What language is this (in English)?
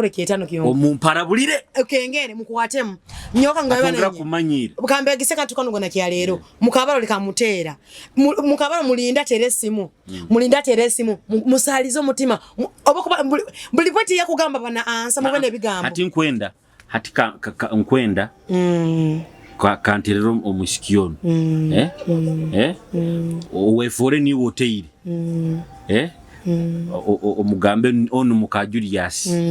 Nyoro